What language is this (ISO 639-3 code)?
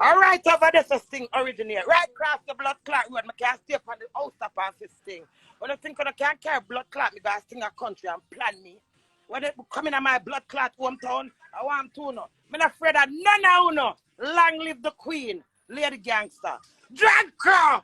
jam